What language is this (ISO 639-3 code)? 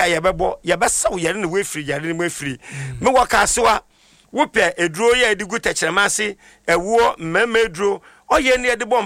aka